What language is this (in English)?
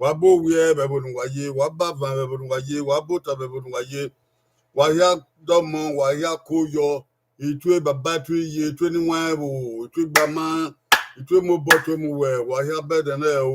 Bini